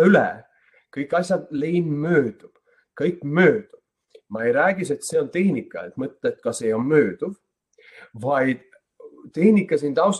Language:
Estonian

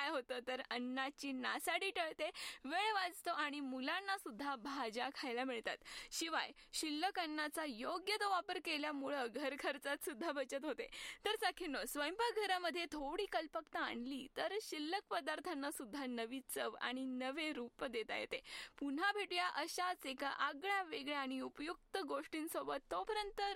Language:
Marathi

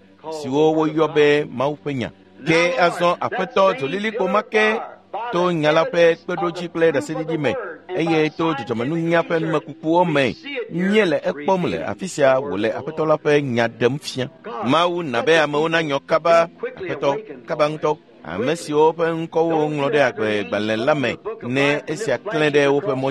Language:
Ewe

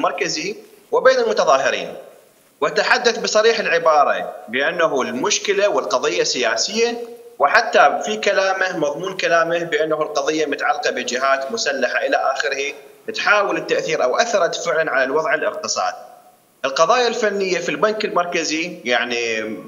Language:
Mesopotamian Arabic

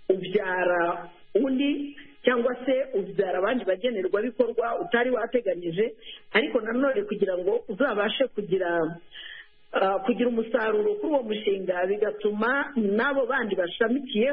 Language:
Kinyarwanda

